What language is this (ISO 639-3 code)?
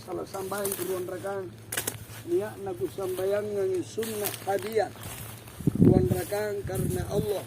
mak